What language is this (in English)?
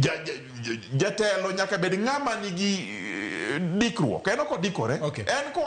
Luo (Kenya and Tanzania)